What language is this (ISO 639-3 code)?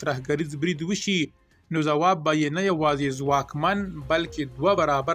pus